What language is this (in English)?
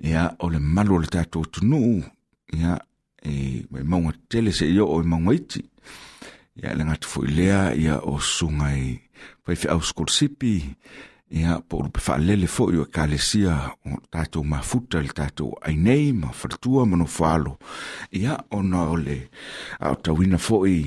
Samoan